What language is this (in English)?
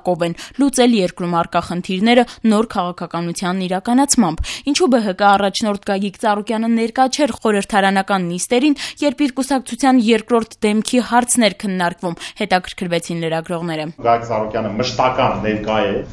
Armenian